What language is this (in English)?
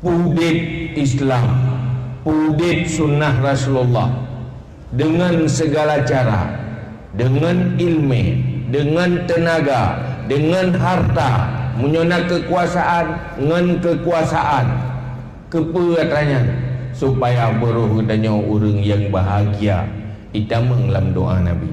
Achinese